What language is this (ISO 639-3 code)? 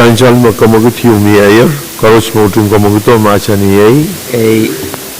pon